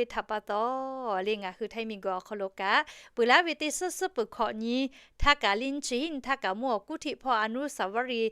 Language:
Lahu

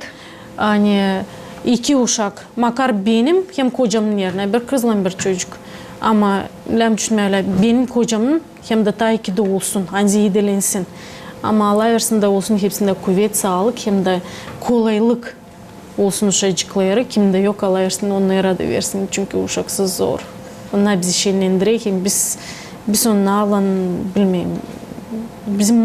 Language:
Gagauz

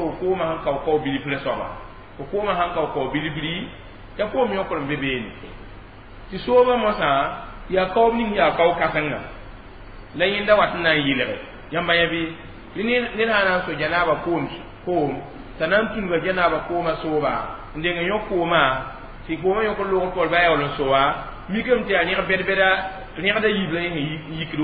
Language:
Mossi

